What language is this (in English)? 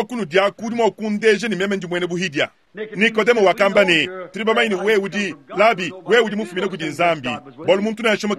Luba-Lulua